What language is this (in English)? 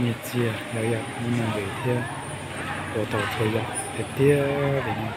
Hmong